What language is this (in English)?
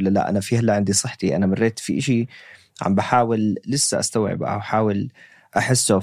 North Levantine Arabic